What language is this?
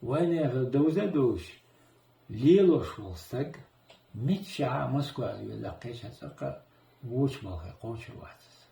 Chechen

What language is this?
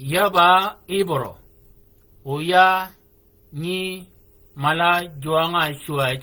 Shilluk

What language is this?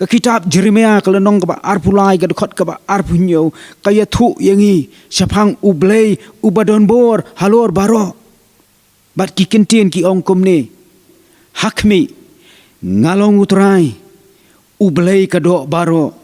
Khasi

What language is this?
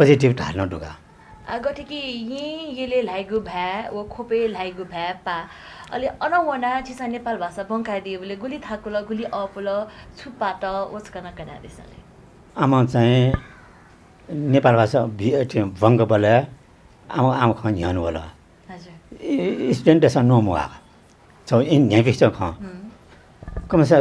Newari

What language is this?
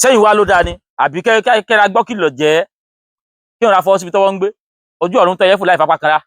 Yoruba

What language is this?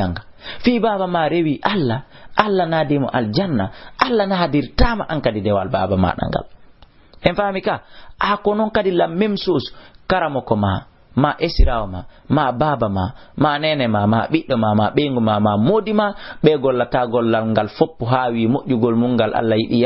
Fula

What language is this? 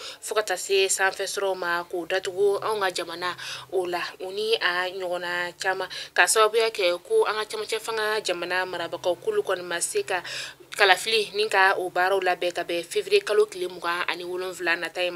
Bambara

